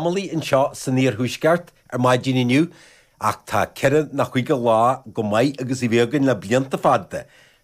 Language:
Irish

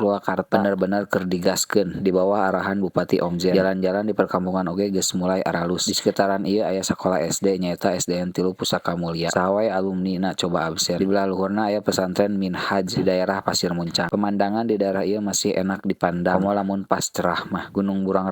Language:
Sundanese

